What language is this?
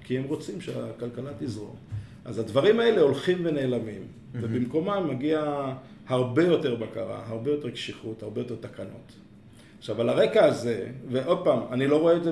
Hebrew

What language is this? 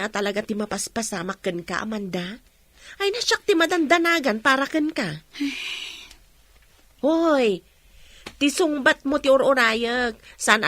Iloko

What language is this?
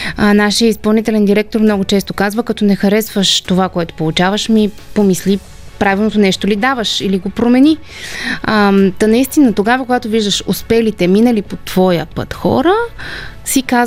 Bulgarian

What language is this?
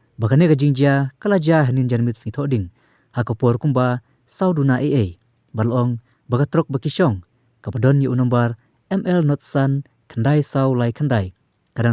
Khasi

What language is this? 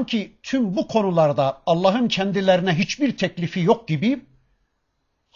Turkish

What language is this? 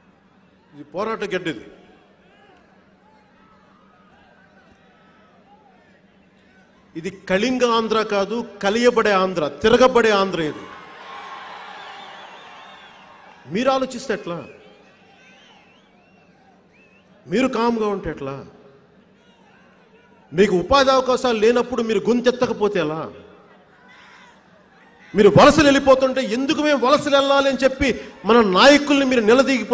Telugu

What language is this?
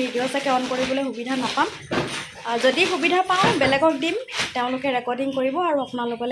Assamese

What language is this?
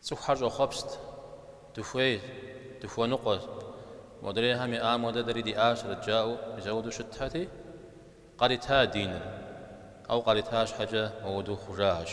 Kabardian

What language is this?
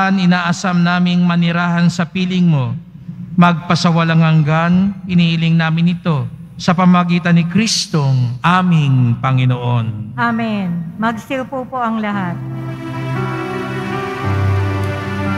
Filipino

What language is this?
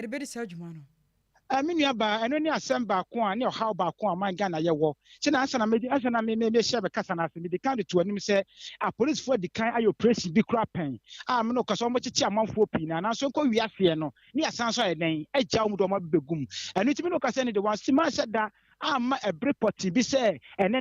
Akan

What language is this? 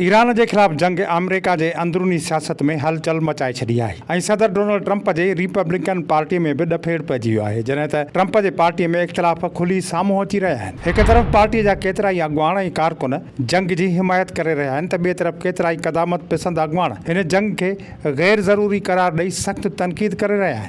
Sindhi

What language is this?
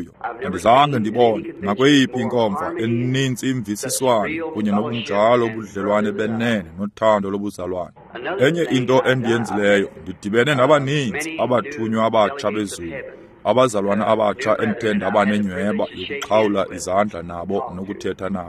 Xhosa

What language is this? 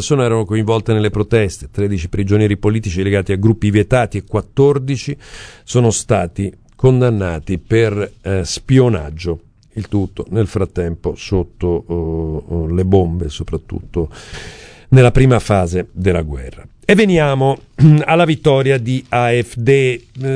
Italian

